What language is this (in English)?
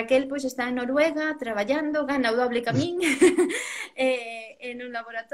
Galician